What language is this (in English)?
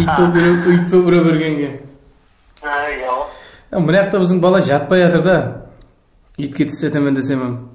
Kara-Kalpak